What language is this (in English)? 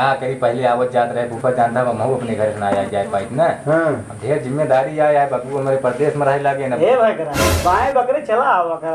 Awadhi